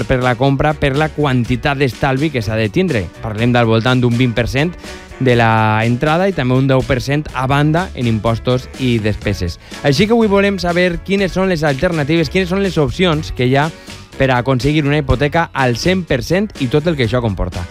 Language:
Catalan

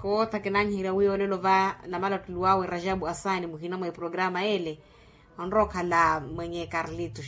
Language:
Makhuwa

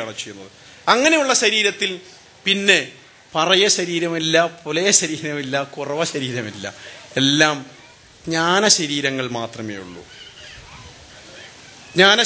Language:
Malayalam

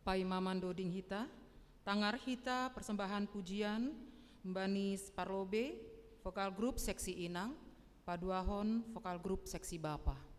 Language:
Batak Simalungun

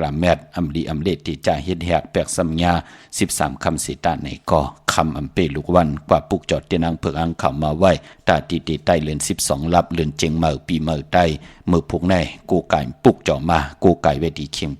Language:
Shan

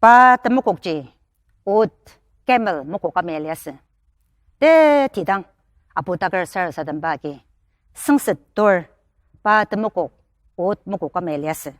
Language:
Ao Naga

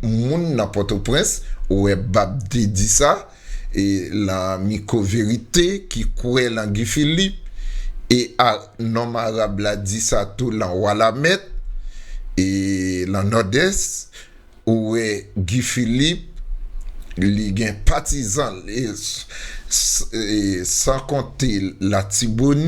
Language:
Haitian Creole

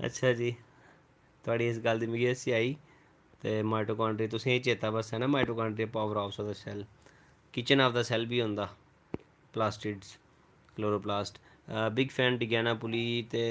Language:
Dogri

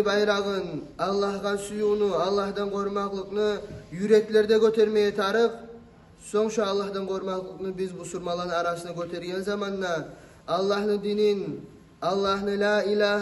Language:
Kumyk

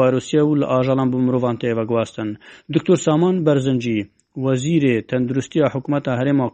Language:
Kurdish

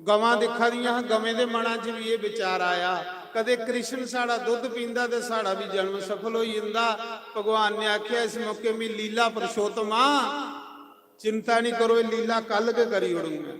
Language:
Dogri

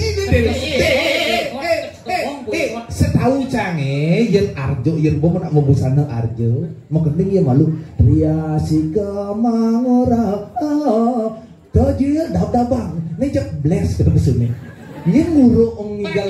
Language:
Balinese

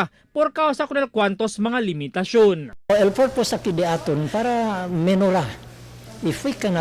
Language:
Chavacano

